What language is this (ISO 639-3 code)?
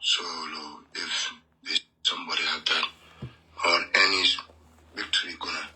nus